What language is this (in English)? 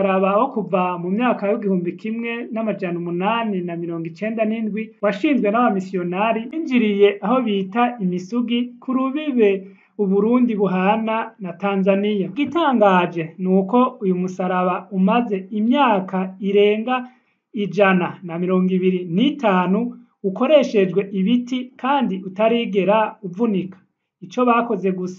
Rundi